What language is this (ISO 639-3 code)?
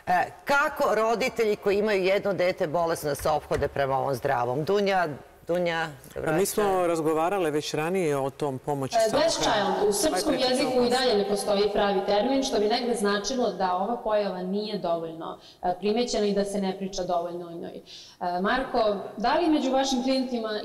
srp